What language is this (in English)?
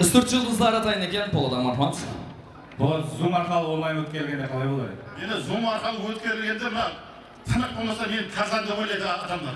Kara-Kalpak